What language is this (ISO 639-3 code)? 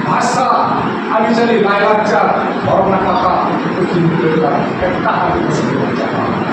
sat